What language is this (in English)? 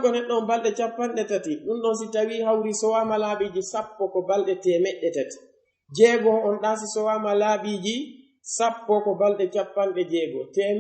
Pular